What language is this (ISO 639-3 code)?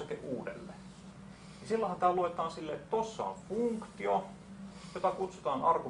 fin